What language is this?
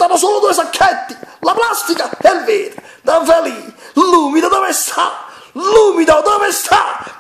Neapolitan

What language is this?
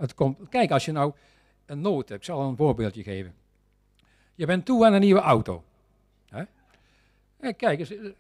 Dutch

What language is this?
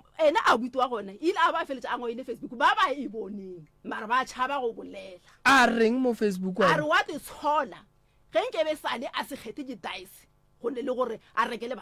Northern Sotho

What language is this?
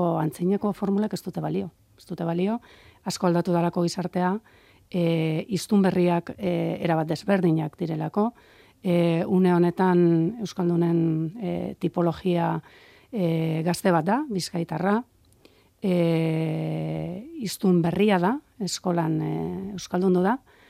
Basque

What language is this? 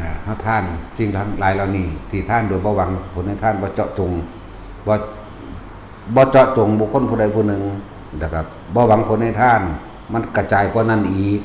Northeastern Thai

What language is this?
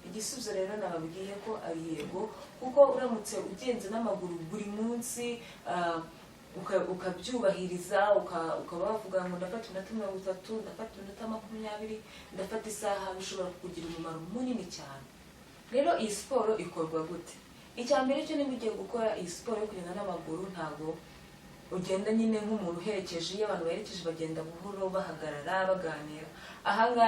Kinyarwanda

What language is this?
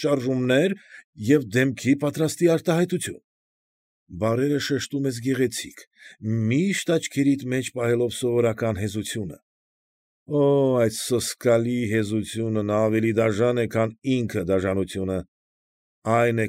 Armenian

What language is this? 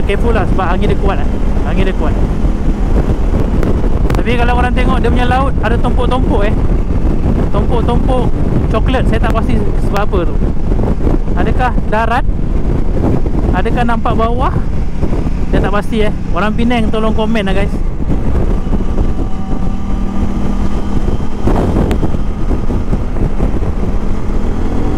Malay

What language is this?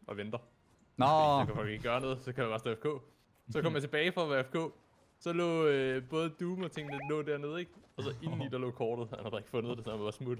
Danish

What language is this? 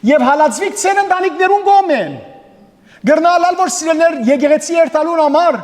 Western Armenian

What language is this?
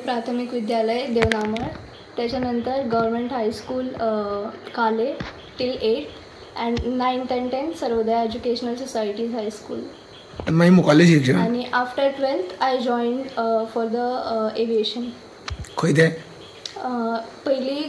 Konkani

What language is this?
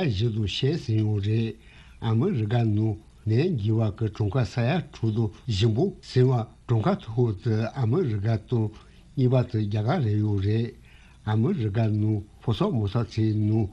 Tibetan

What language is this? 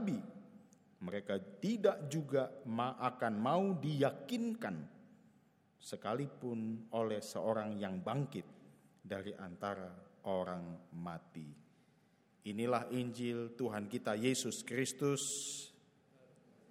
Indonesian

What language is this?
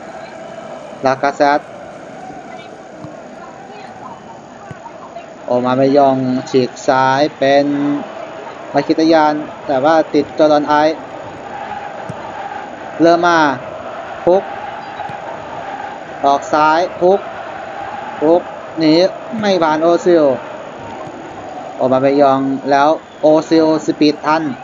Thai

